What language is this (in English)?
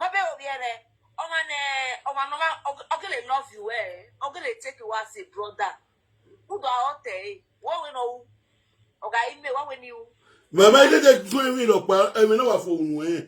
Nigerian Pidgin